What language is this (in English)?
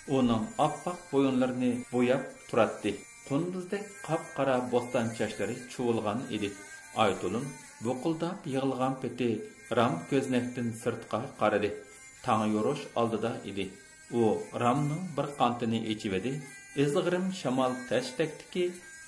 Uyghur